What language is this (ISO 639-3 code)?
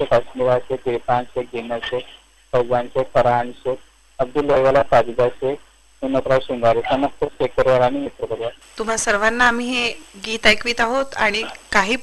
mar